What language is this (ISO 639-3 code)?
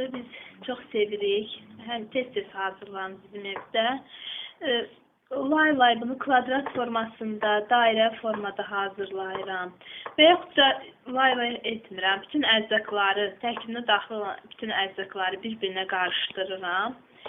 aze